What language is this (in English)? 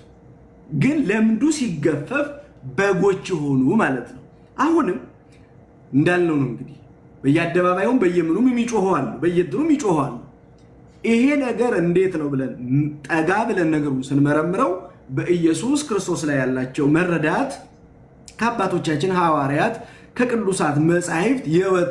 Amharic